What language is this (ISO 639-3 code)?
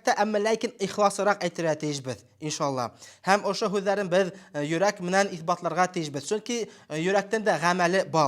bak